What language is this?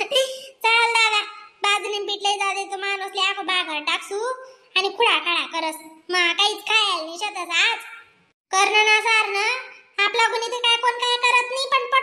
Khandesi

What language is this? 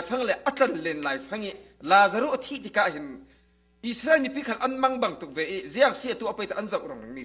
Falam Chin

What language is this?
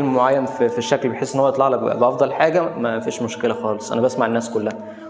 Egyptian Arabic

